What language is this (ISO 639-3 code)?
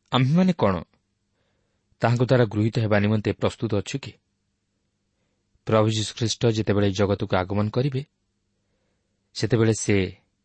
ori